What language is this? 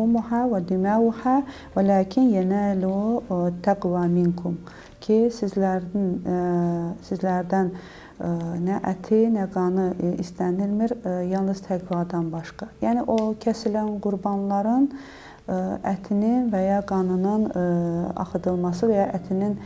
Azerbaijani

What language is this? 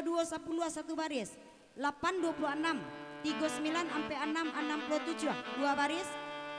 Minangkabau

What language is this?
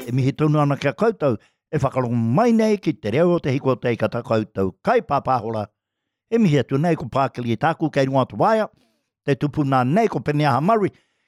Māori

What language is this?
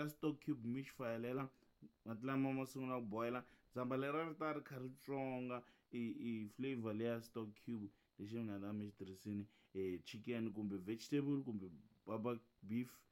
Tsonga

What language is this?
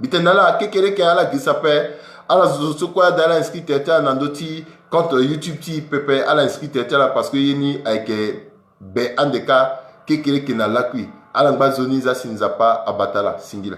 Sango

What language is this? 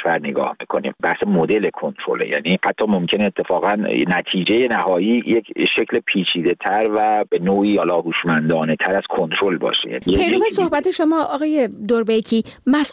Persian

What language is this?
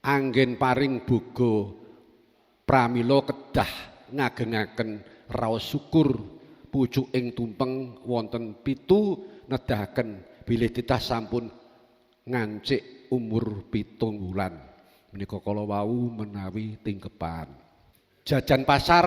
Javanese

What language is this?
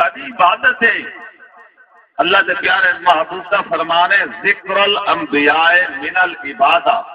Saraiki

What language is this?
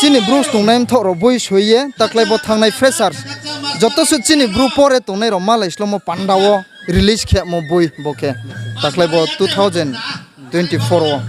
Riang (India)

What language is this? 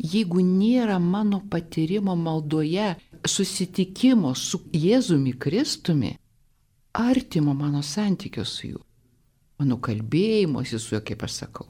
Lithuanian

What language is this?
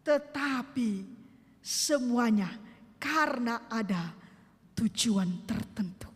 Nias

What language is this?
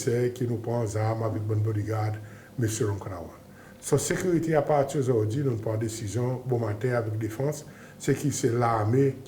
Seselwa Creole French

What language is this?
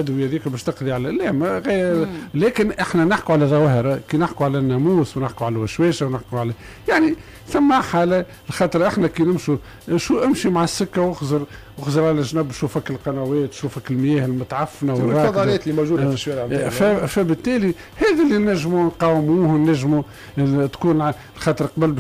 Tunisian Arabic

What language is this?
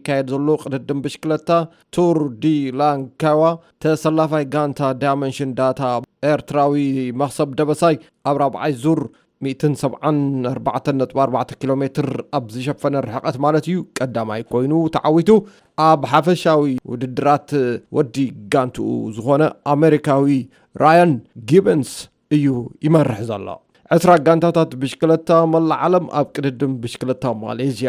Tigrinya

